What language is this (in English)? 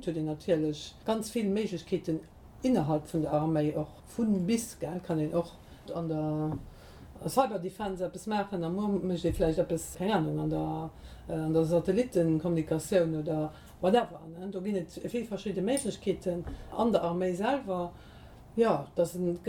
Luxembourgish